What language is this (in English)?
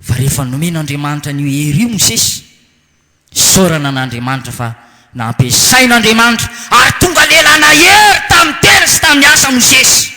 Malagasy